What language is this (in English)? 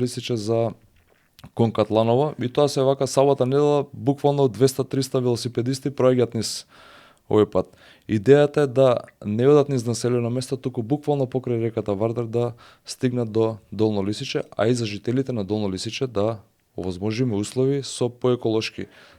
Macedonian